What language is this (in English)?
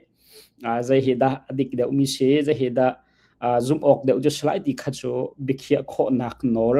Hakha Chin